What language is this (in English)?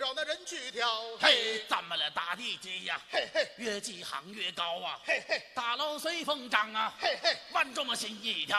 Chinese